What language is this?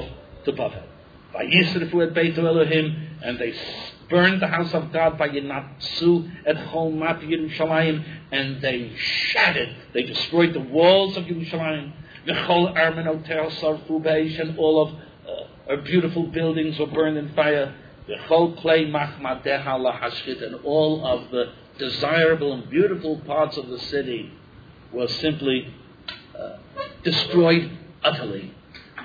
English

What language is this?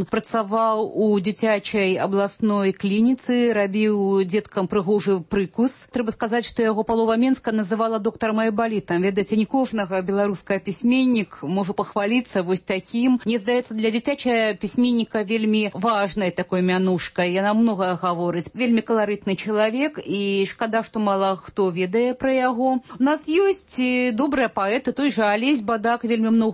Belarusian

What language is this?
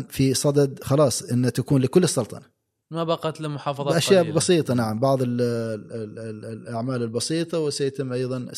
Gulf Arabic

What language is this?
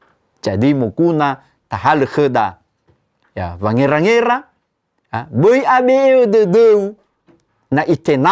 Nias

